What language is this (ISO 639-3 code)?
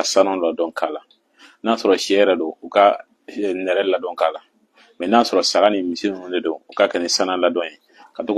bam